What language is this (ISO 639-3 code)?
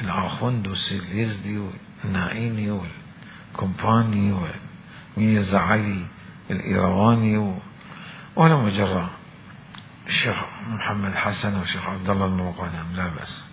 acm